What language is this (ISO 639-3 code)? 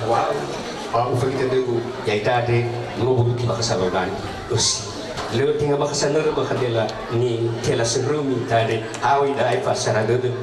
nia